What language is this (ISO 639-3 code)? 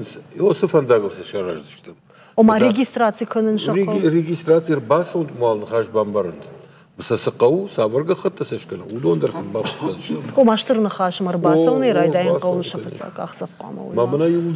oss